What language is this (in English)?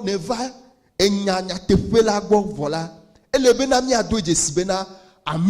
Ewe